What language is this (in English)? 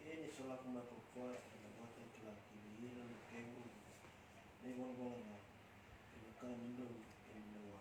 Fijian